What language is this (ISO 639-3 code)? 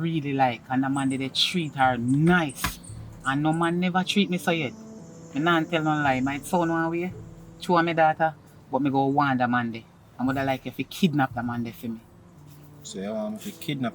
jam